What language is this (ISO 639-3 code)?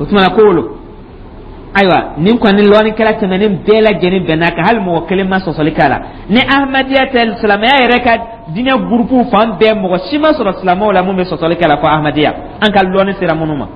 dyu